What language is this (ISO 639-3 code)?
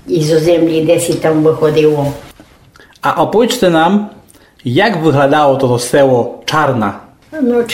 rue